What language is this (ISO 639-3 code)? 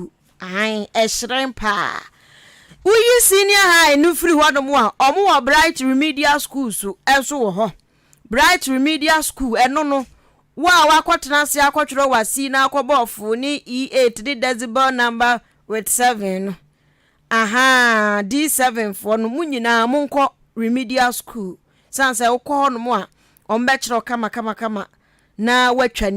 aka